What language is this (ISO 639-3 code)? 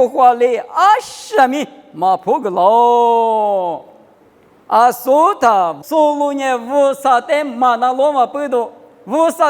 lis